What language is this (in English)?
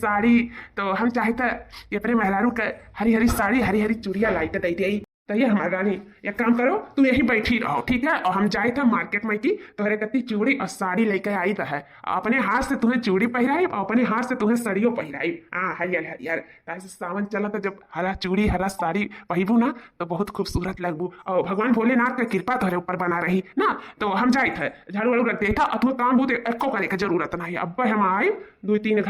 Awadhi